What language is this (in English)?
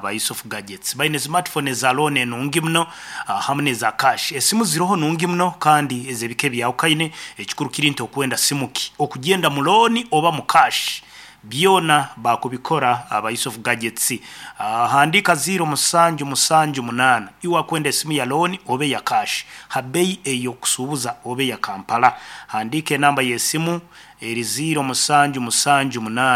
Nyankole